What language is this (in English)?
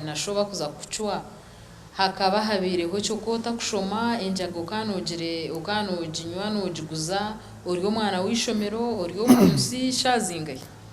Nyankole